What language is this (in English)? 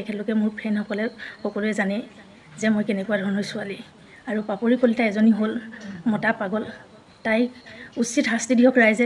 Assamese